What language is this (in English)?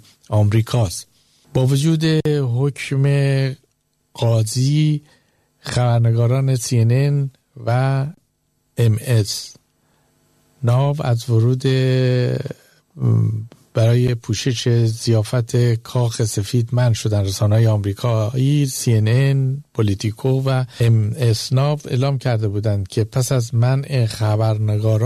Persian